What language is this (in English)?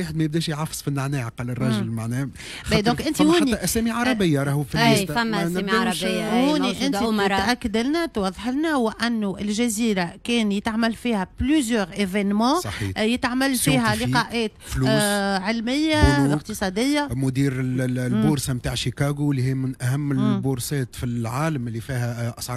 Tunisian Arabic